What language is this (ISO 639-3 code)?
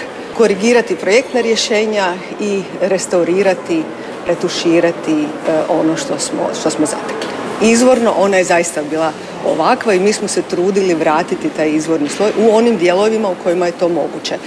hrv